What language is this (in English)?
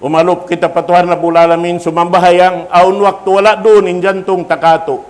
Tausug